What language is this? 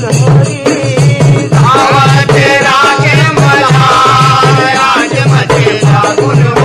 Chhattisgarhi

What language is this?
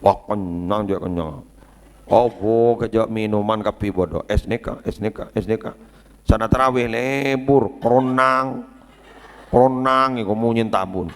Madurese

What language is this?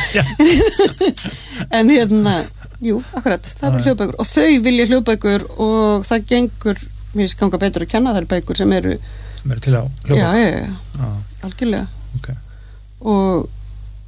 Icelandic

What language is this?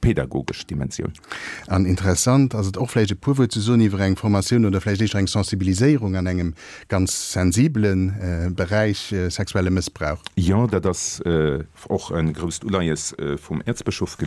Luxembourgish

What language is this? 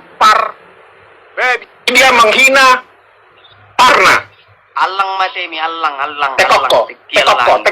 Batak Toba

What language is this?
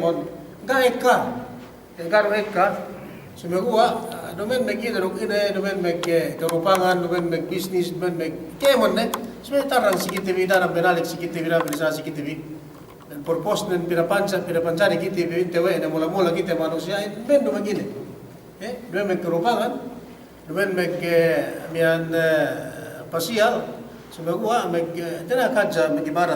Yakan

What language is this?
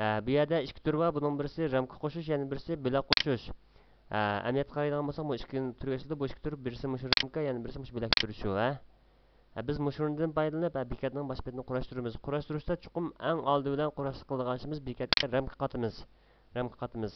Uyghur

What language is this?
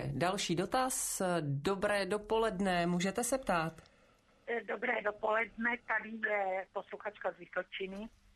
Czech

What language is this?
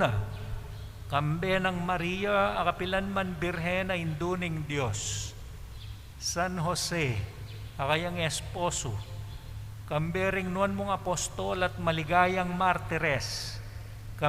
Pampanga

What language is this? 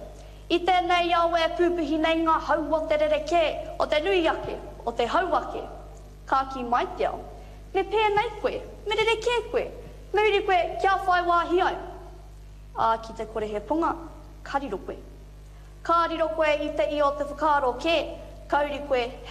Māori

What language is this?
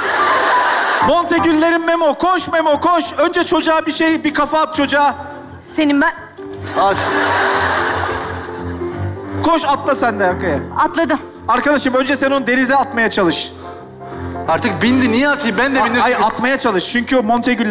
Turkish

